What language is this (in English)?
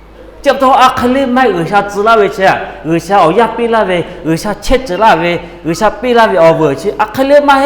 Lahu